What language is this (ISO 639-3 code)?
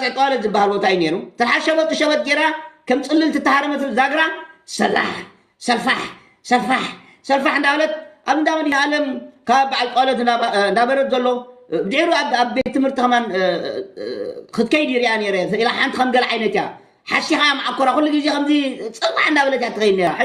tir